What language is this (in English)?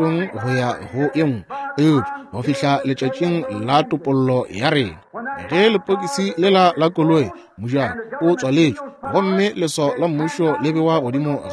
Northern Sotho